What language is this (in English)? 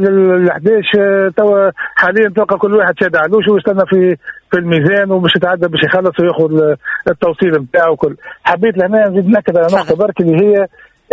Tunisian Arabic